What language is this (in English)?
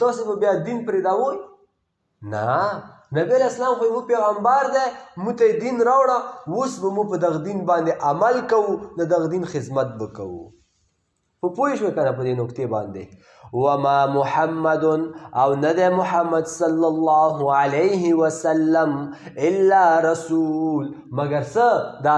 Pashto